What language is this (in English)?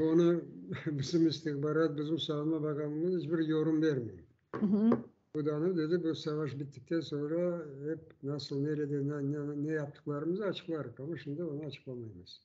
Crimean Tatar